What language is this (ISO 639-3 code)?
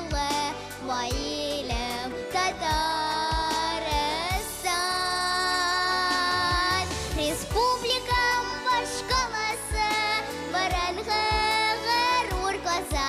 tat